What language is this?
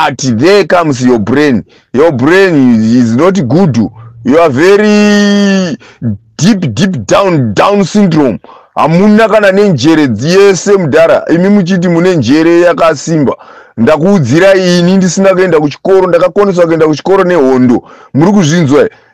Shona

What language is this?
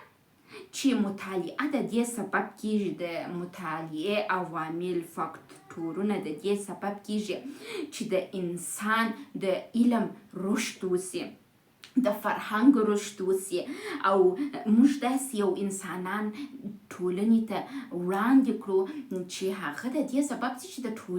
Pashto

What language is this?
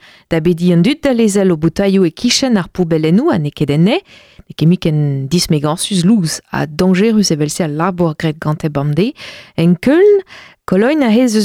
Breton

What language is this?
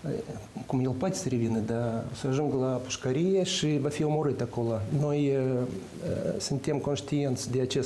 Romanian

